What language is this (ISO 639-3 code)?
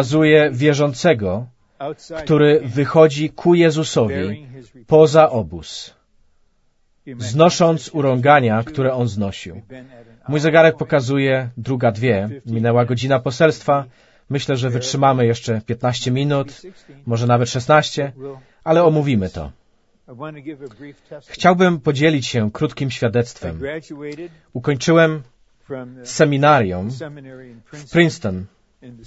pol